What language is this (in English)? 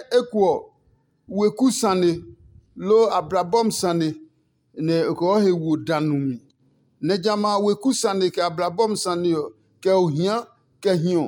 Adangme